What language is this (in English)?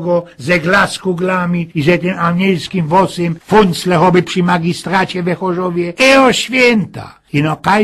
Silesian